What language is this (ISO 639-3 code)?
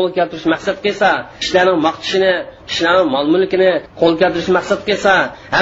uig